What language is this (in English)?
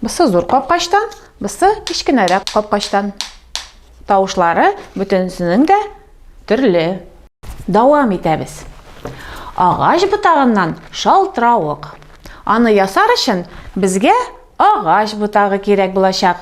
Tatar